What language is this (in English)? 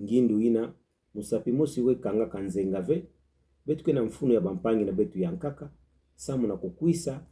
Kituba (Democratic Republic of Congo)